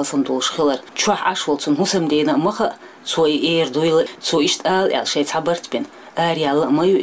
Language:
Chechen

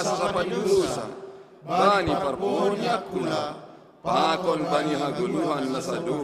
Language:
Batak Simalungun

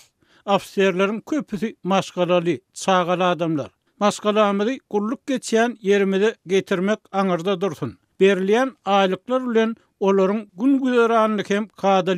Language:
Turkmen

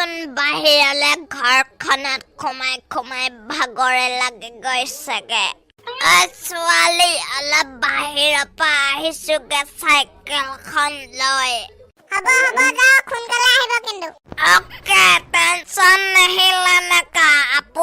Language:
Assamese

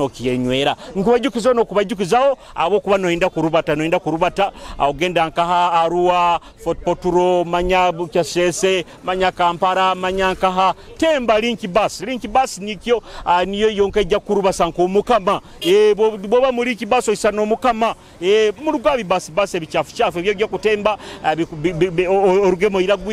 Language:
Nyoro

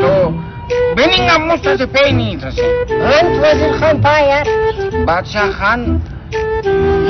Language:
Brahui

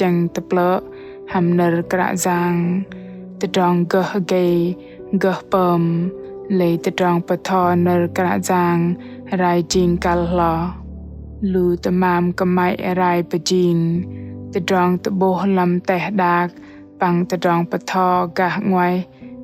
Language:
Bahnar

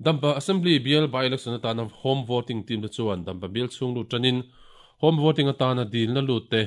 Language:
Mizo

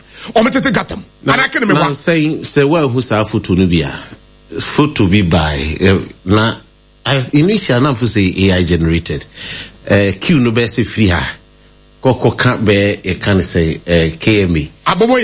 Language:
Akan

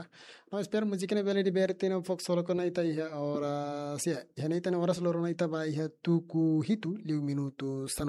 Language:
Tetum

